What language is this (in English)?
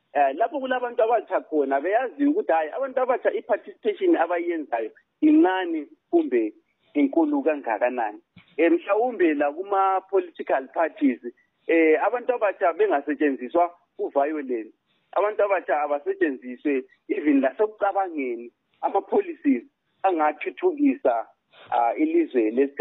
North Ndebele